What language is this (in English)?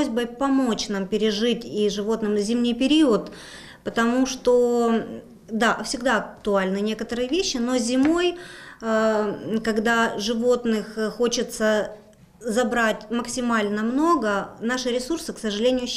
Russian